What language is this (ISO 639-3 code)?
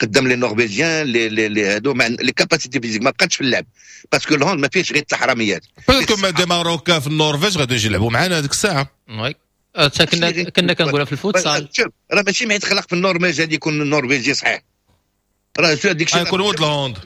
ary